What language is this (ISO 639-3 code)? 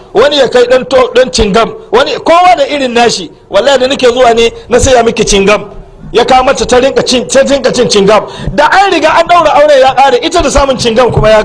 hau